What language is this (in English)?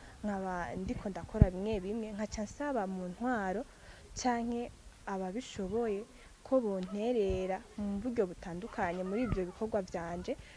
Rundi